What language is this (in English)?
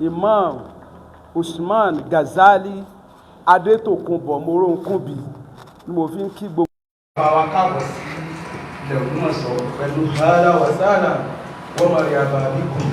Yoruba